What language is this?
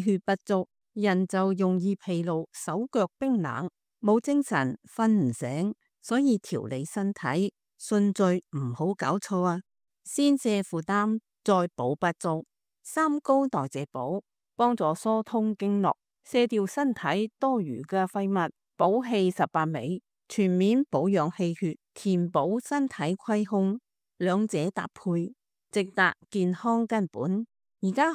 Cantonese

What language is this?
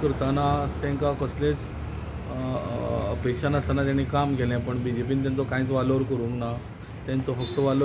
Konkani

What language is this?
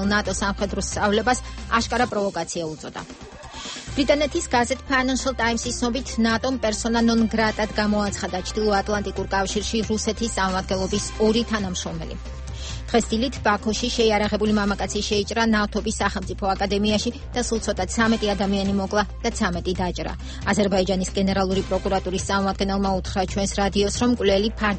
Georgian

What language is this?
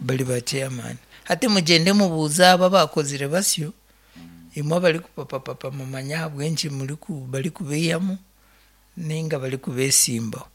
Nyankole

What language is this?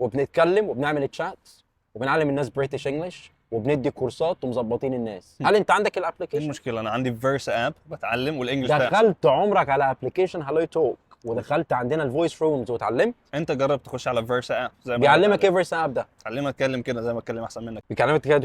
Egyptian Arabic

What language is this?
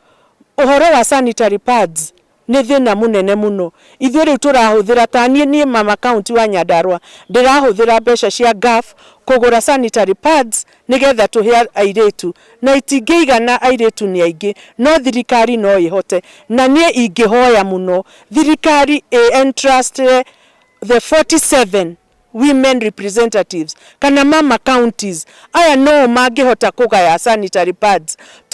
Kikuyu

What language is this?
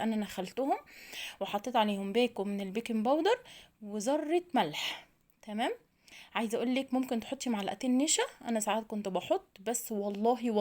Egyptian Arabic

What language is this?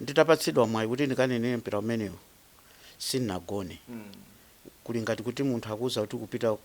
Nyanja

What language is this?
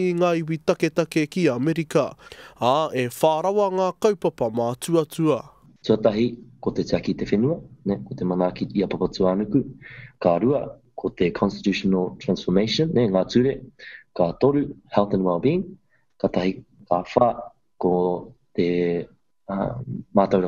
Māori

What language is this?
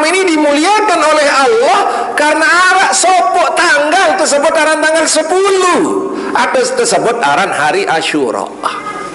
Sasak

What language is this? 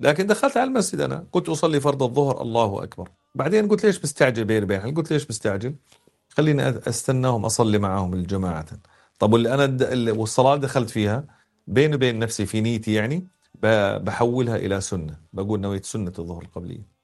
North Levantine Arabic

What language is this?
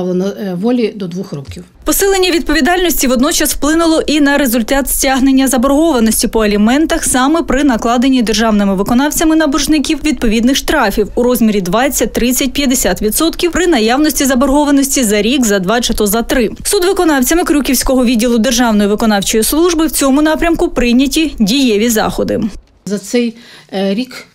Ukrainian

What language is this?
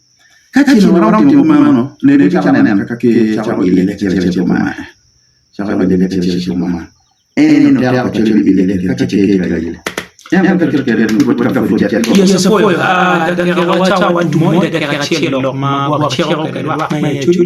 Acoli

